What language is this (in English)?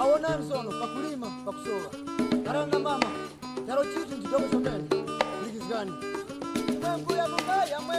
Western Frisian